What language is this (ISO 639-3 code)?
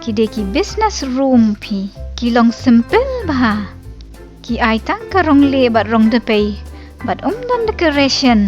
kha